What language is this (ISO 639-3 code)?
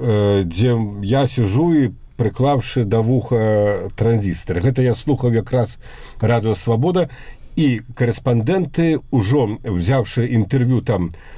bel